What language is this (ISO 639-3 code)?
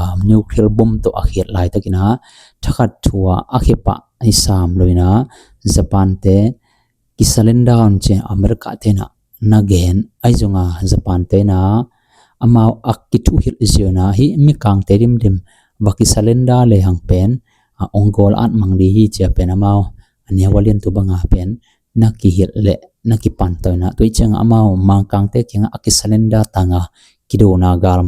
ctd